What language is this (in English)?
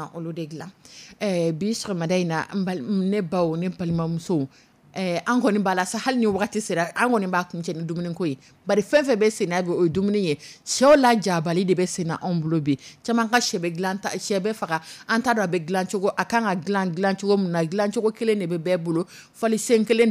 Dyula